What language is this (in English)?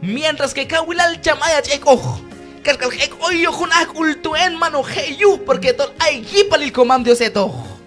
Q'anjob'al